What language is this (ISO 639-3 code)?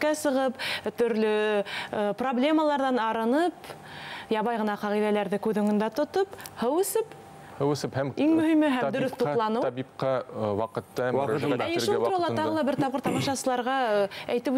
bak